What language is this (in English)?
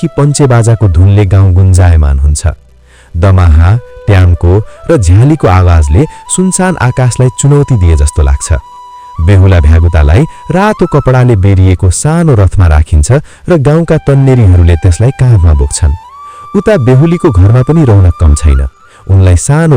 Nepali